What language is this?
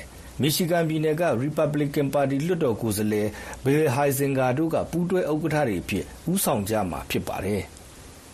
Burmese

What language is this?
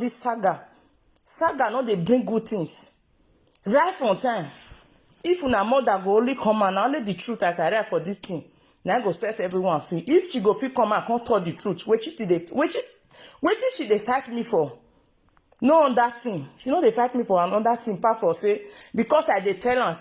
Nigerian Pidgin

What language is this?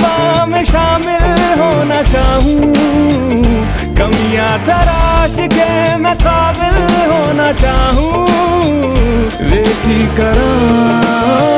Hindi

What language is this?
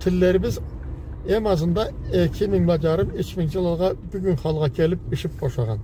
Karachay-Balkar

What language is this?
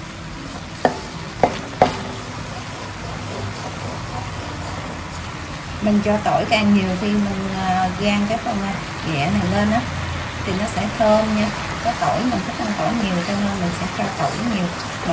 Vietnamese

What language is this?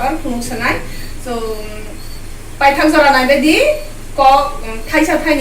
Kok Borok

